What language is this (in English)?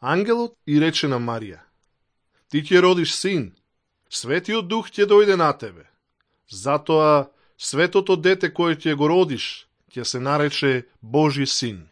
Macedonian